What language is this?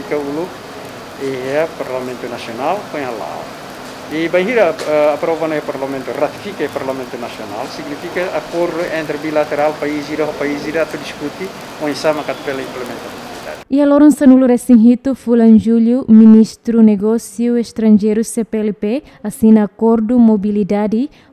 Tetum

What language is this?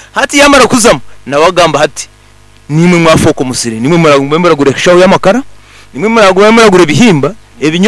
Nyankole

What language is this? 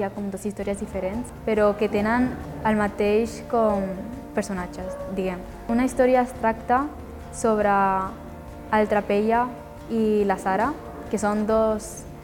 Catalan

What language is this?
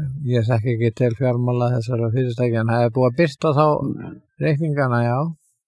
Icelandic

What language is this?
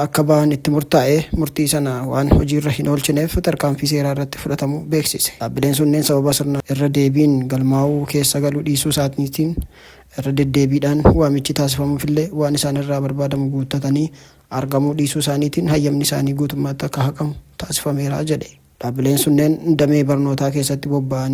Oromo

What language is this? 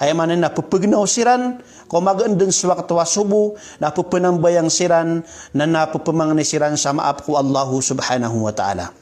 Maranao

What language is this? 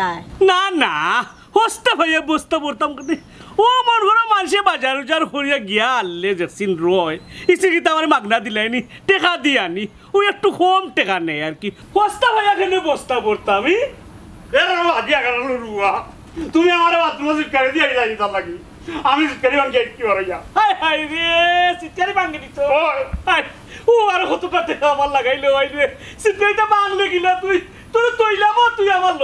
Sylheti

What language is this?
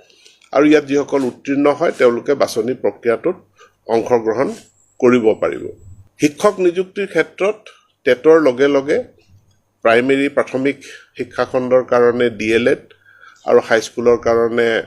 Assamese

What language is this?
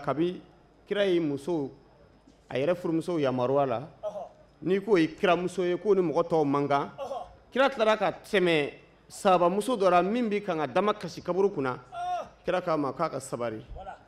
Bambara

